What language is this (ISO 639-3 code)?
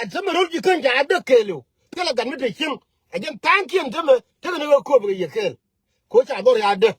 nus